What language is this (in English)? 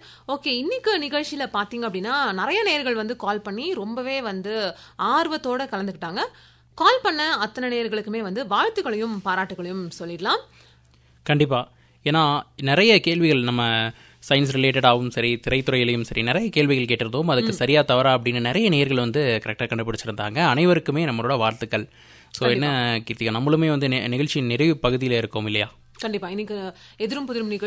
Tamil